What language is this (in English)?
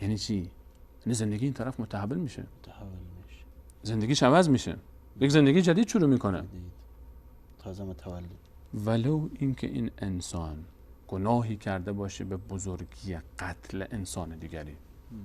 Persian